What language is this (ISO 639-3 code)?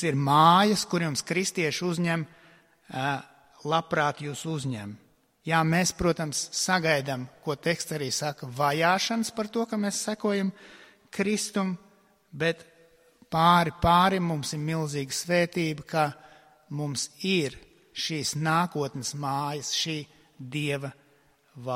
lav